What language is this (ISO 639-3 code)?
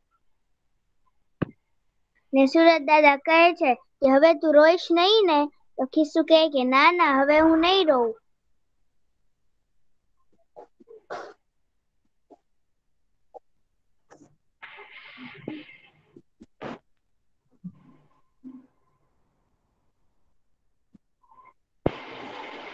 guj